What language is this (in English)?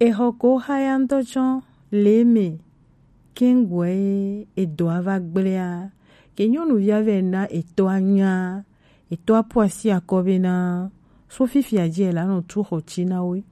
Gen